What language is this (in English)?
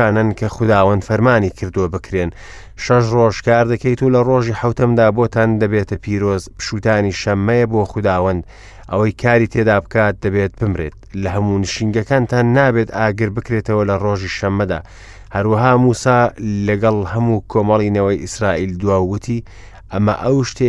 Central Kurdish